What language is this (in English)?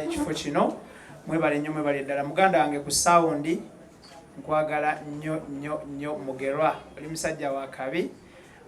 Ganda